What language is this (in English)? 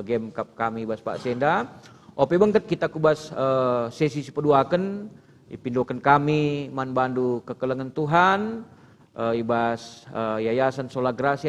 Batak Karo